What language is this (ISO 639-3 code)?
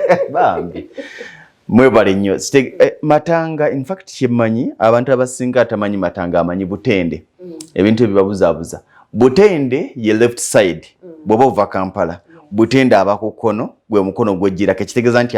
lug